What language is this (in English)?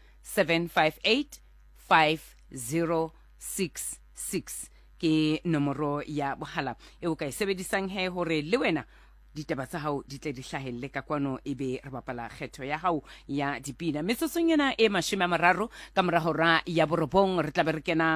Southern Sotho